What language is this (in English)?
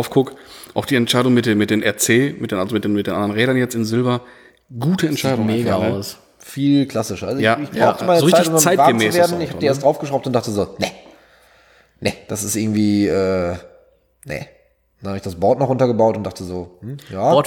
German